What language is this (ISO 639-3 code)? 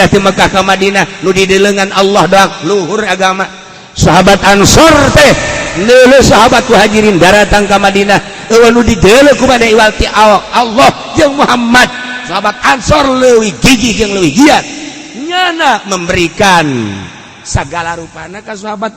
sun